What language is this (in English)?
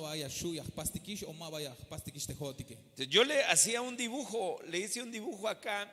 Tzeltal